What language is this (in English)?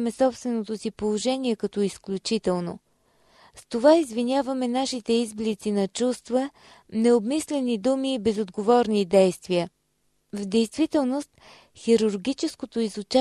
Bulgarian